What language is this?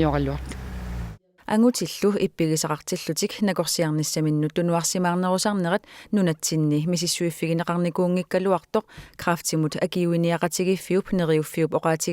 Kalaallisut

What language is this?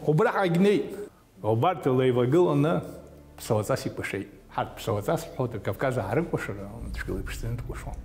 Abkhazian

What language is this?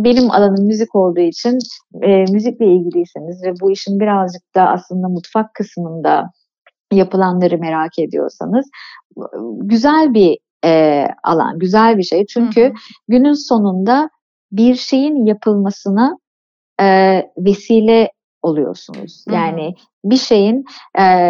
Turkish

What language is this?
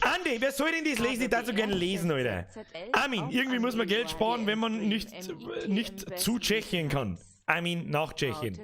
Bavarian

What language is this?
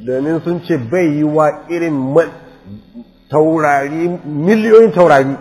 Hausa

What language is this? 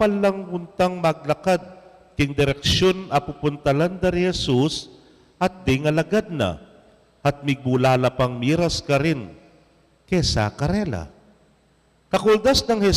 Pampanga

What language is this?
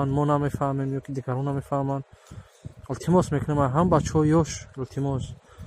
Tajik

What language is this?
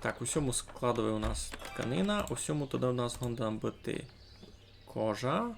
Rusyn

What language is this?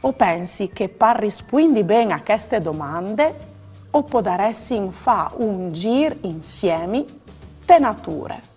Friulian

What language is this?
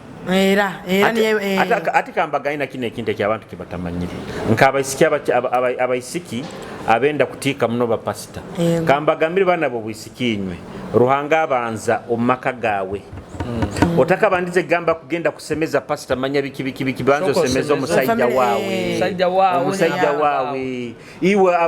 Nyoro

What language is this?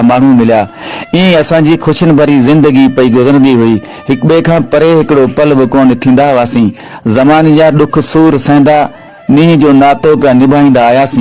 Sindhi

